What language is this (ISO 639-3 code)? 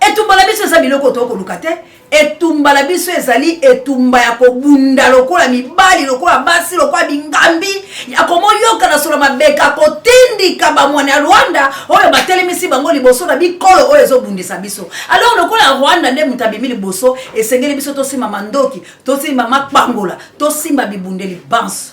lin